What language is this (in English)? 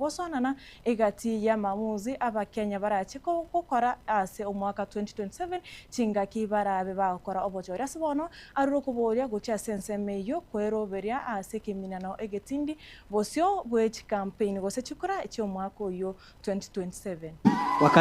Gusii